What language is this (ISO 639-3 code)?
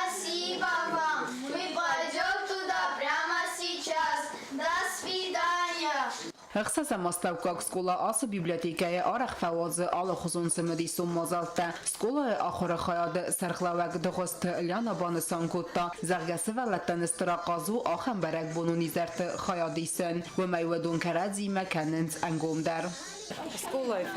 oss